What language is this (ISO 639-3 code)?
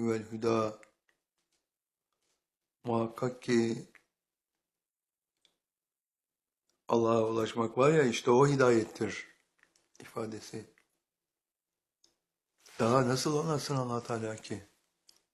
tur